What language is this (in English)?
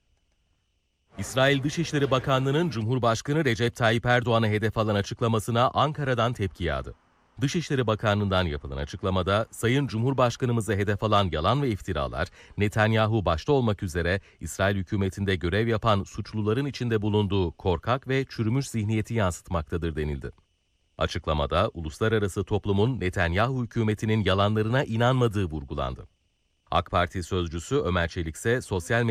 Turkish